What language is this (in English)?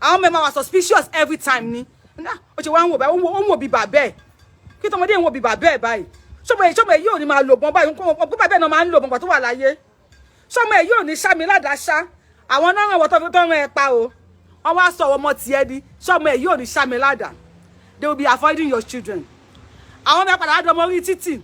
Yoruba